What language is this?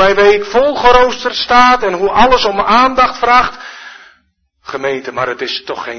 Dutch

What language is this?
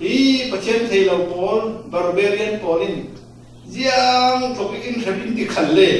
Falam Chin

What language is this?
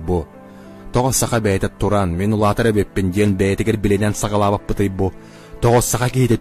Yakut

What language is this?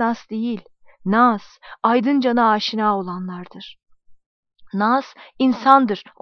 Turkish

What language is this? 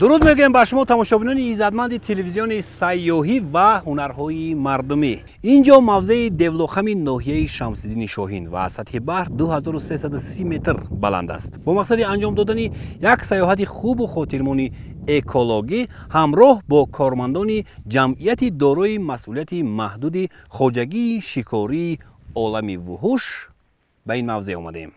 Tajik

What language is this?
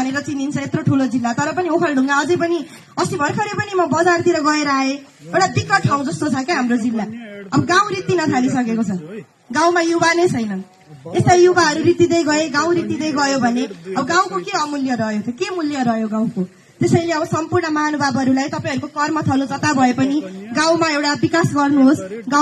Nepali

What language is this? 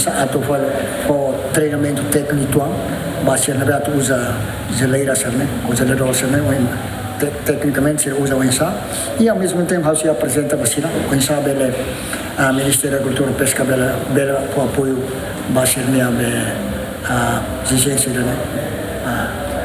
Tetum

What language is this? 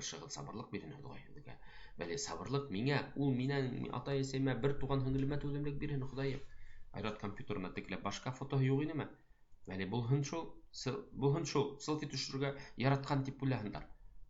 Bashkir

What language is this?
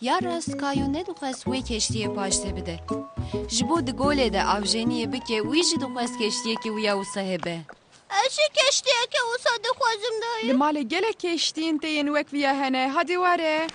Kurdish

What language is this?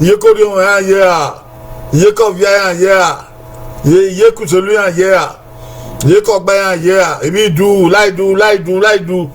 Bini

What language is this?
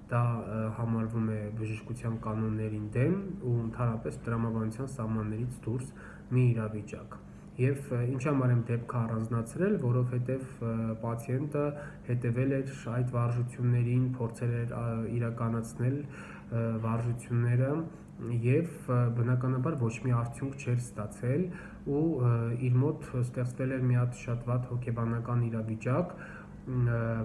Armenian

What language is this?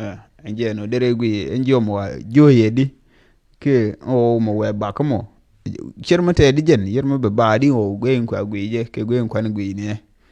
Nuer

